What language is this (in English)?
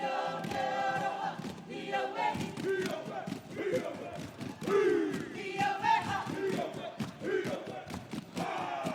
Māori